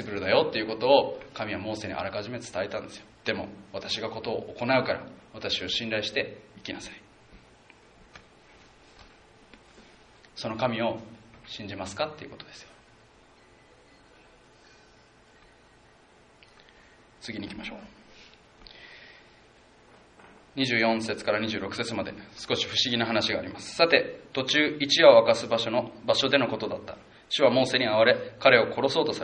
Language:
Japanese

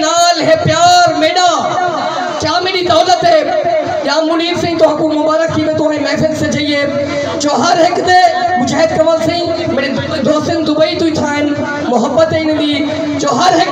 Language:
Saraiki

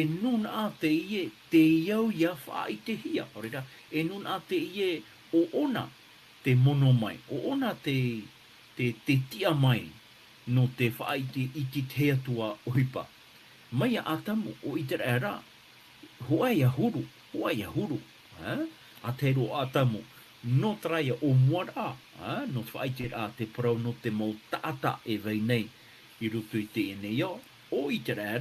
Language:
Tahitian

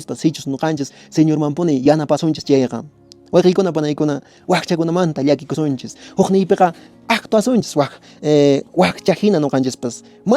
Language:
Quechua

